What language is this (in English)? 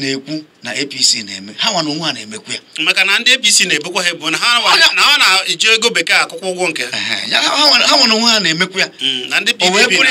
Igbo